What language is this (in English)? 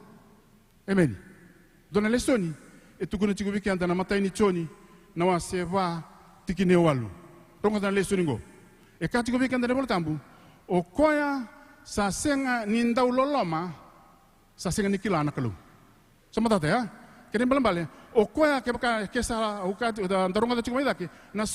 Fijian